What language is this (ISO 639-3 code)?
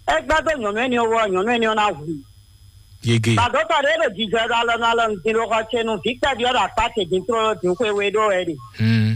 fon